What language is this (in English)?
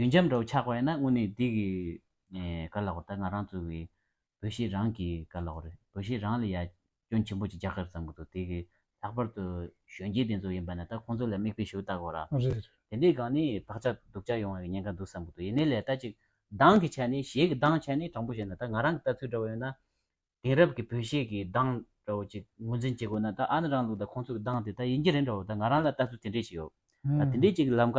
Tibetan